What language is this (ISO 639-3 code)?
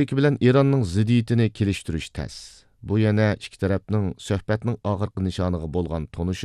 uig